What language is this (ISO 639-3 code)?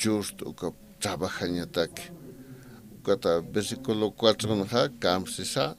aym